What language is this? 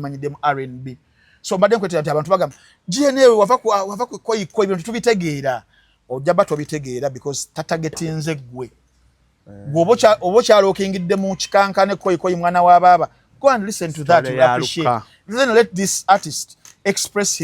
Ganda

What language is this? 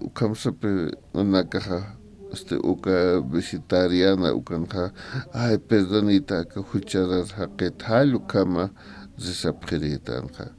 Aymara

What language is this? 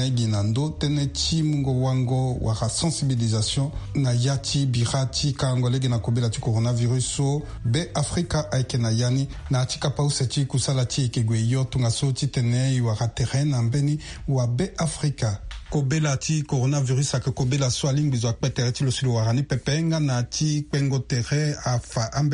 Sango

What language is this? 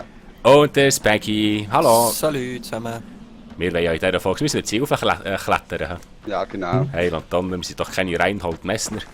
Swiss German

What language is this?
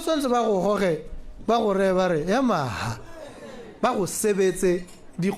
Tswana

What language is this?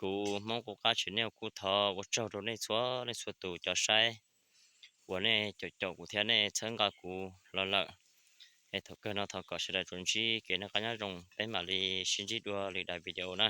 Hmong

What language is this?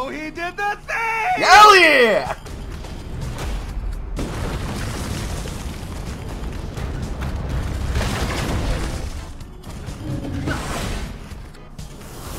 English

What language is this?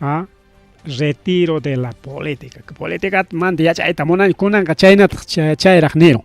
Ayacucho Quechua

